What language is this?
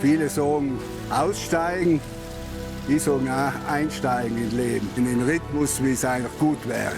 Swiss German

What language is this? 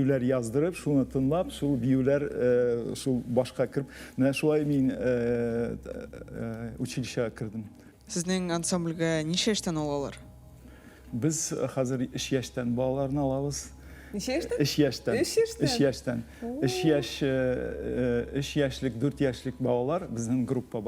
Tatar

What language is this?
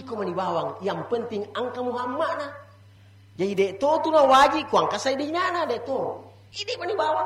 Buginese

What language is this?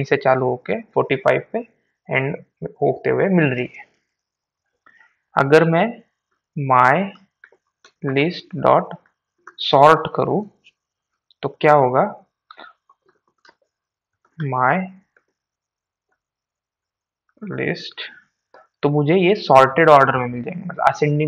Hindi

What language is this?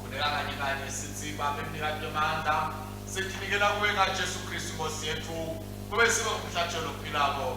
Swati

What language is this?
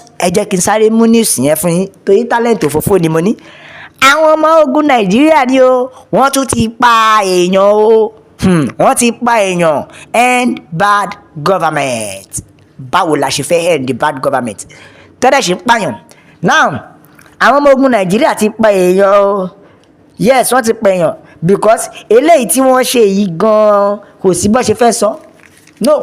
Yoruba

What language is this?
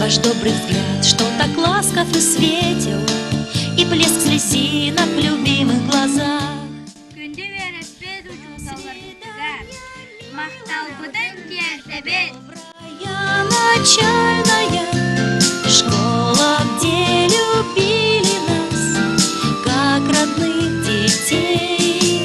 Yakut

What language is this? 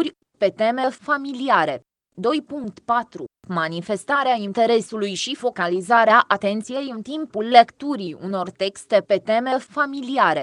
Romanian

